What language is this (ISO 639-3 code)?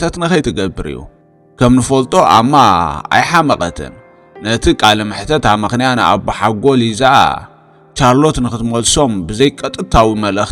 tir